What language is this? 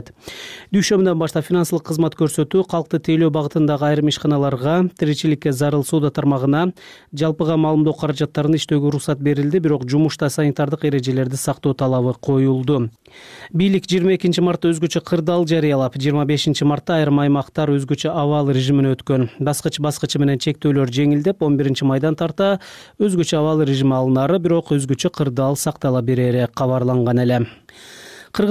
Kyrgyz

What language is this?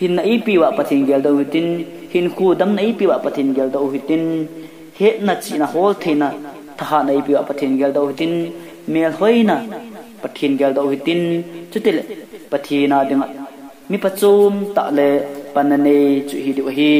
Thado Chin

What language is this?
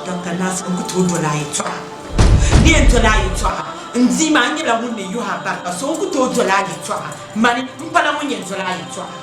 Dagbani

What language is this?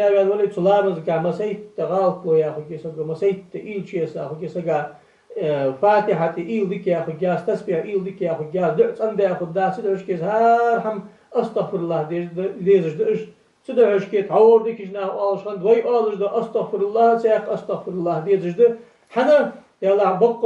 Ingush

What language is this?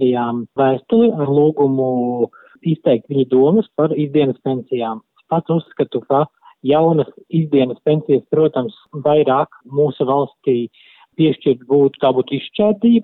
Latvian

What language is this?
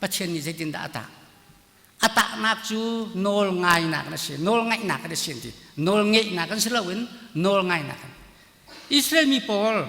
Hakha Chin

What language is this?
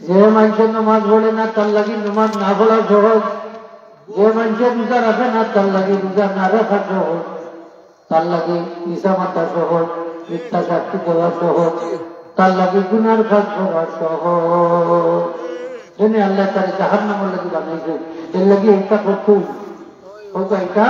Sylheti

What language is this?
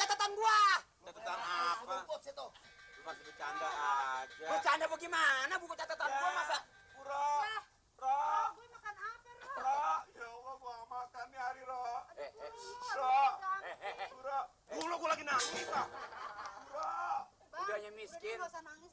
Betawi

